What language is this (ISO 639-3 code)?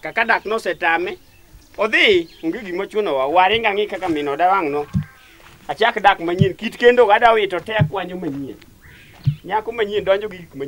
luo